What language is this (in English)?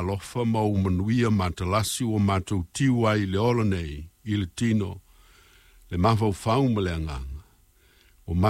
Samoan